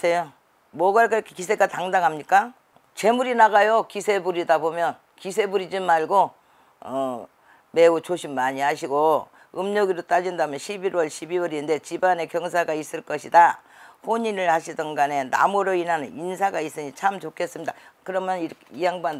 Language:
Korean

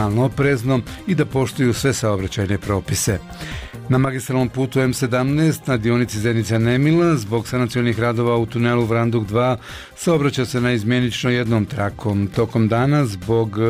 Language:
Bosnian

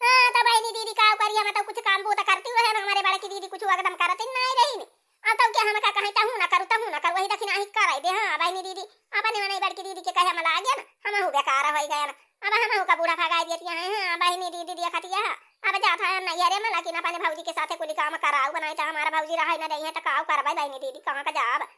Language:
Awadhi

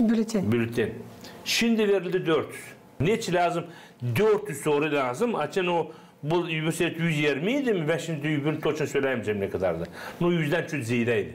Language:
Gagauz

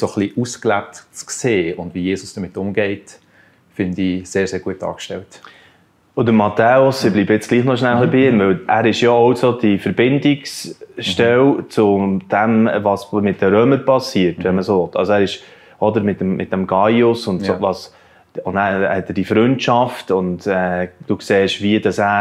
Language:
Swiss German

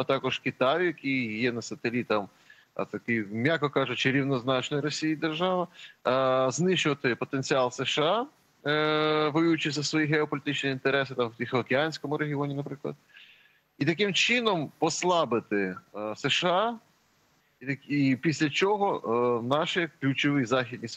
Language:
Ukrainian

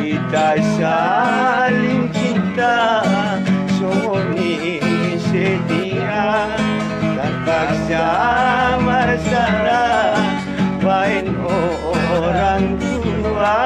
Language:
Batak Angkola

